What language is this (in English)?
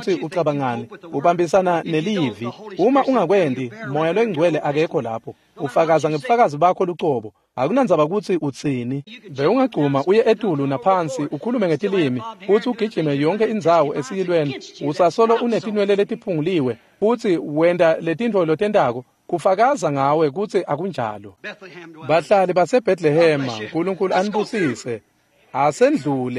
Swati